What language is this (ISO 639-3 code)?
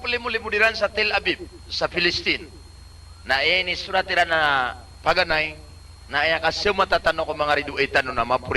mrw